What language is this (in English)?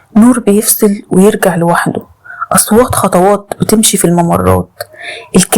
Egyptian Arabic